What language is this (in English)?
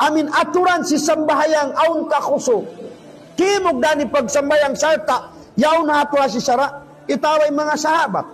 Tausug